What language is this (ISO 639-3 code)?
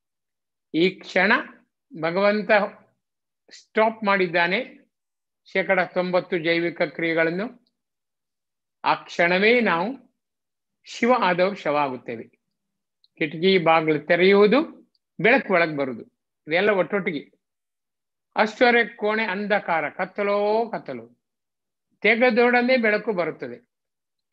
kan